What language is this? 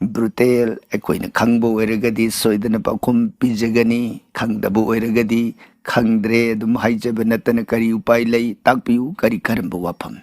Manipuri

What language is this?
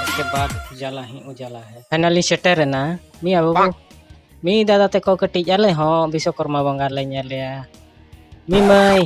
Santali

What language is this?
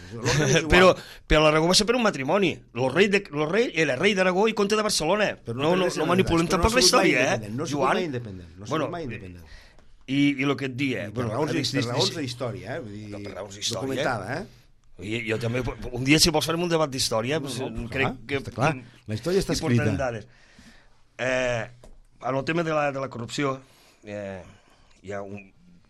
Catalan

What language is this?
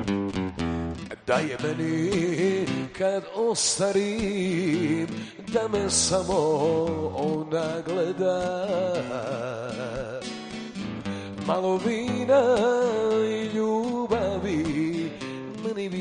Serbian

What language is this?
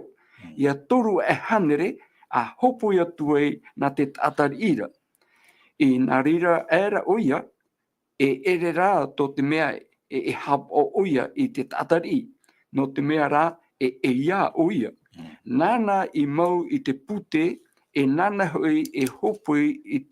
Tahitian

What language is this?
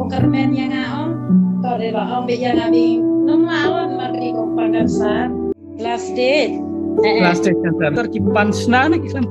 Khasi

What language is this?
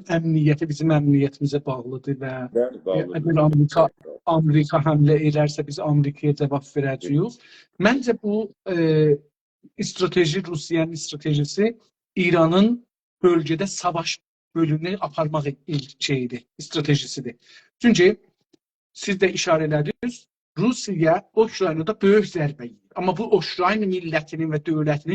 South Azerbaijani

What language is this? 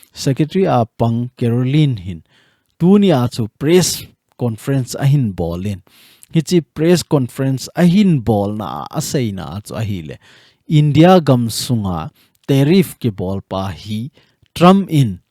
Thado Chin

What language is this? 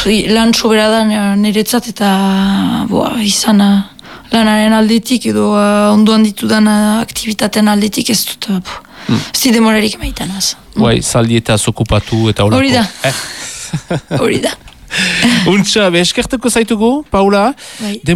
Basque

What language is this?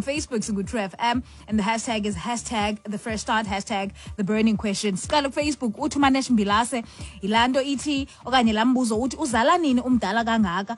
Xhosa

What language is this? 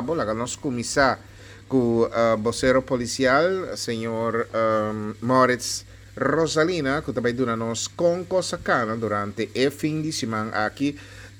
Papiamento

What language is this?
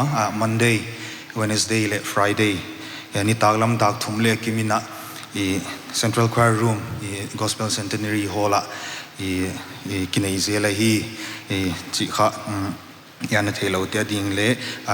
Paite Chin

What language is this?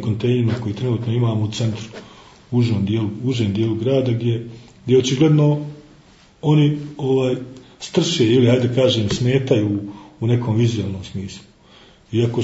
Bosnian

